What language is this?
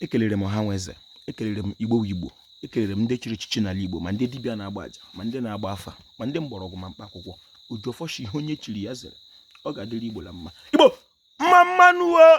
Igbo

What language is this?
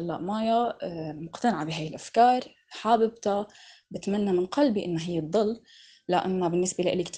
North Levantine Arabic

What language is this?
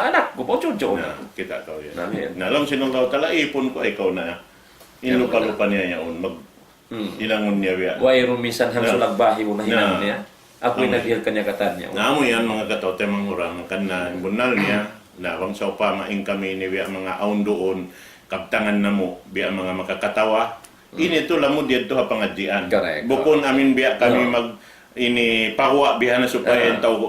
Tausug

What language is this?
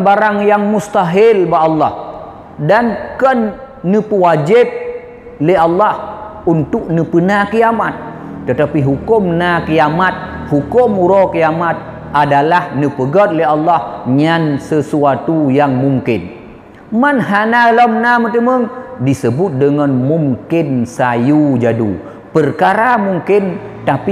Achinese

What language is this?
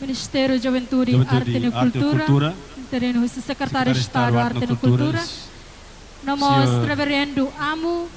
Tetum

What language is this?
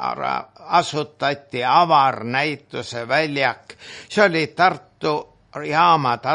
Estonian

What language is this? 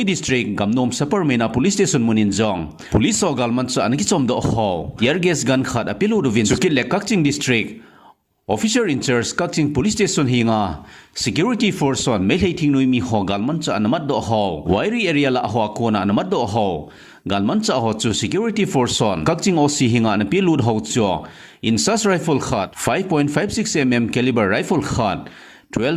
Thado Chin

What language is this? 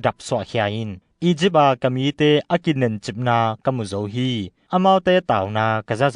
Tedim Chin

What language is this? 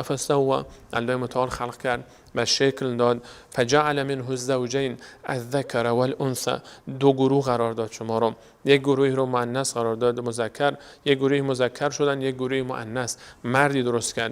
Persian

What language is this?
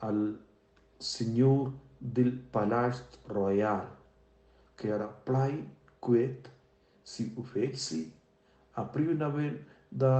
Romansh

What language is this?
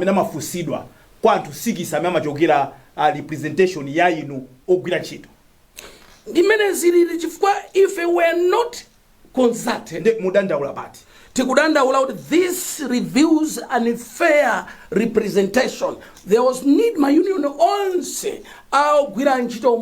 Nyanja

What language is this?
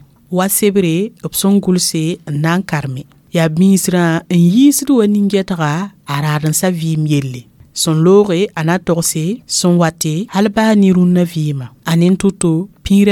Mossi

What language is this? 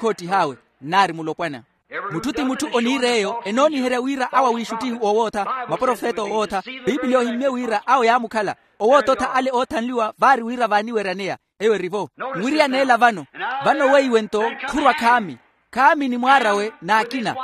Makhuwa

